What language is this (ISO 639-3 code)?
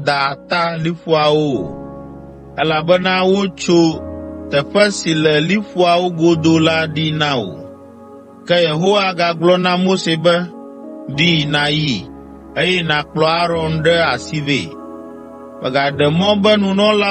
ewe